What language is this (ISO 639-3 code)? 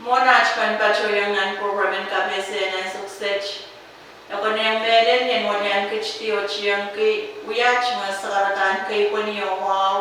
pon